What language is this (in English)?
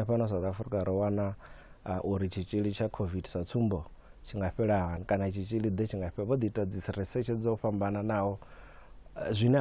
Venda